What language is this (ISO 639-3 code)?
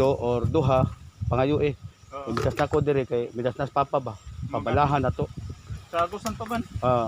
ceb